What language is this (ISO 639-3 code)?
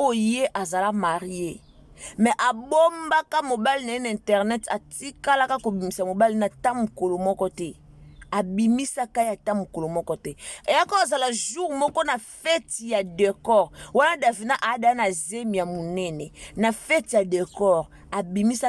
lin